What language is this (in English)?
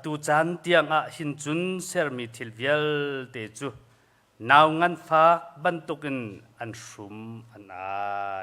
Hakha Chin